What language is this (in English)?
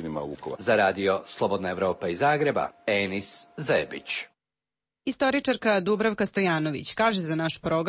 Serbian